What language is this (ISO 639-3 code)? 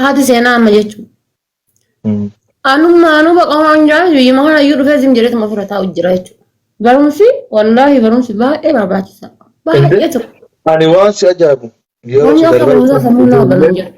orm